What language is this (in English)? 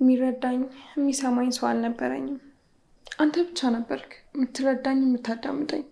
Amharic